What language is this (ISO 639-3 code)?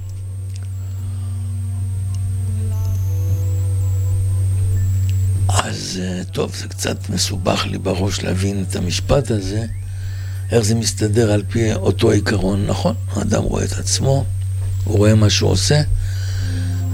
heb